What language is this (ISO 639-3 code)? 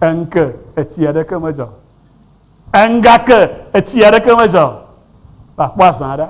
ewe